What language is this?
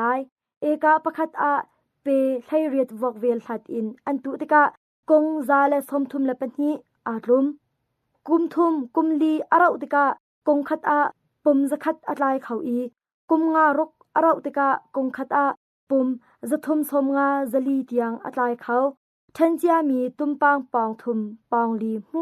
Hakha Chin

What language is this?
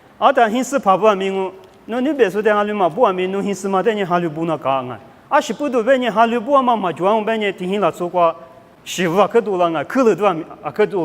Lisu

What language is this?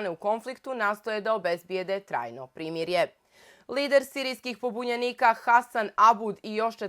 Bosnian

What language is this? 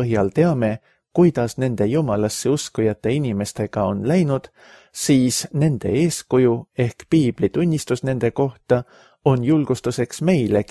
Estonian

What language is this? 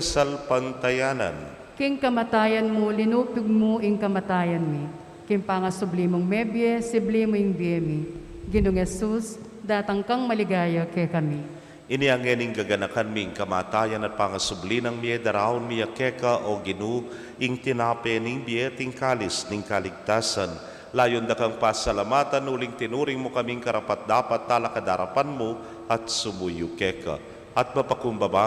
Pampanga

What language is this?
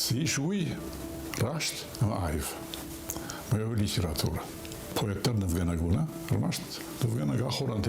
Ossetic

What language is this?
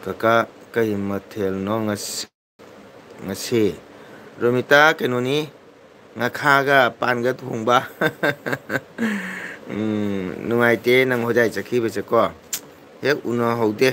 Manipuri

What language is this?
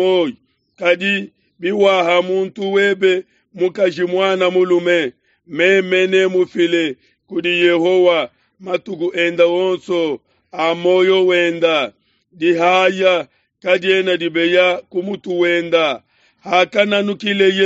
Luba-Lulua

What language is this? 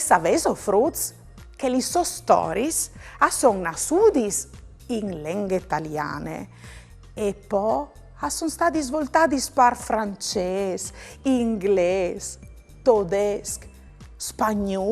Friulian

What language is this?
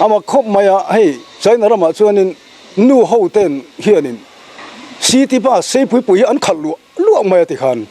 Mizo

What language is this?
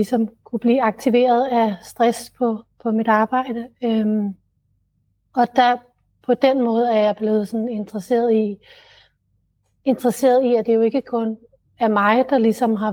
Danish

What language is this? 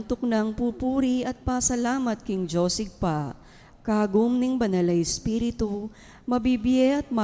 Pampanga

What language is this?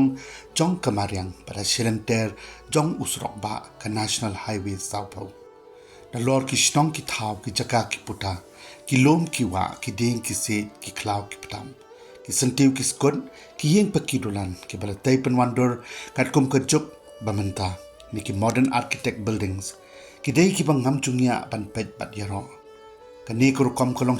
Khasi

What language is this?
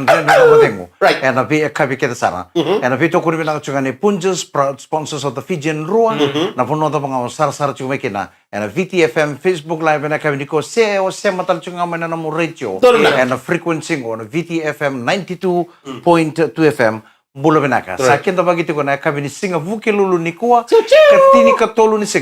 Fijian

